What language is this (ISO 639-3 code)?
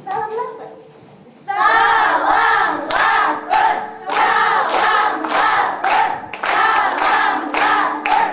chv